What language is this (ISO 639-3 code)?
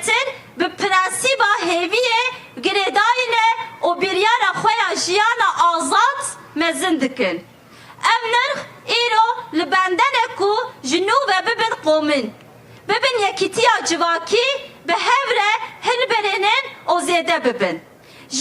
kur